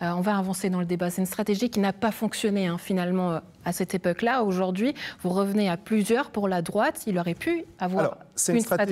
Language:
French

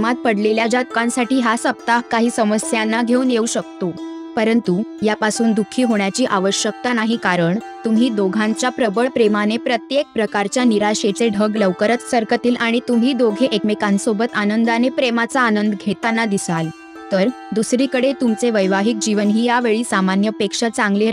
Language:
Marathi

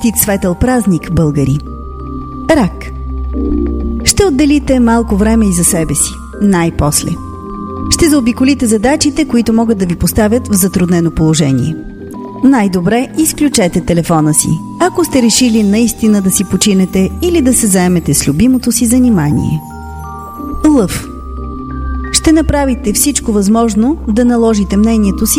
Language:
Bulgarian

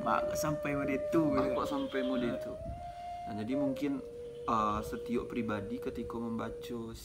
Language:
Minangkabau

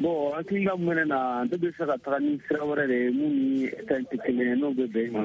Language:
Bambara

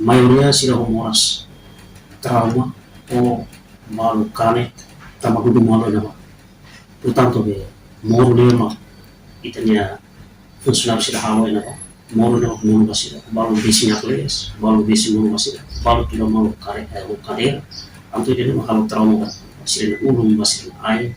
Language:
Tetum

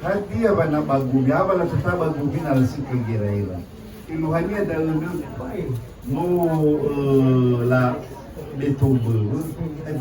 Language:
Nias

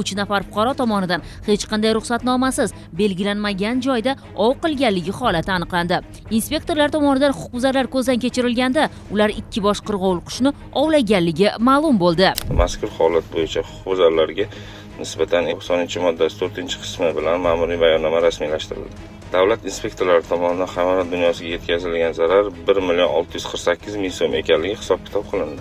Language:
Uzbek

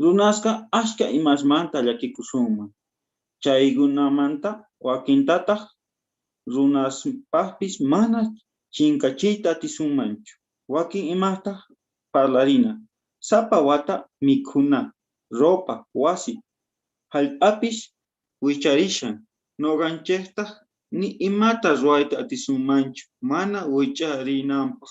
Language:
South Bolivian Quechua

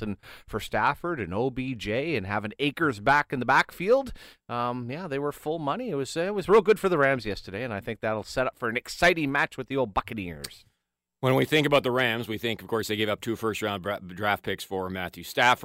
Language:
English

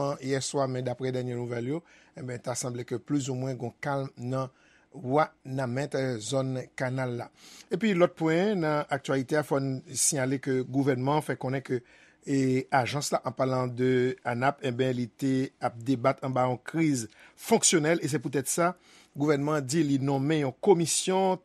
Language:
Haitian Creole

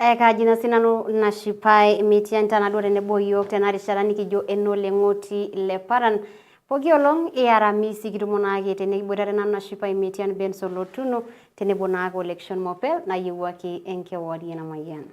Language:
Masai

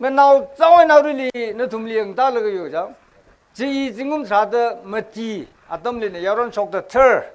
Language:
Tangkhul Naga (India)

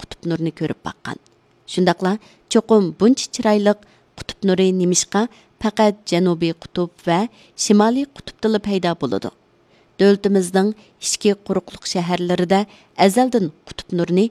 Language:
Uyghur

